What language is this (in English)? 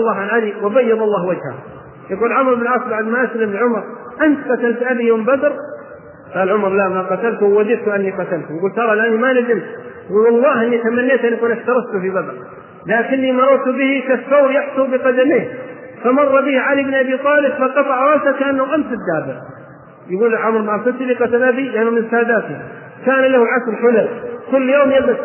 Arabic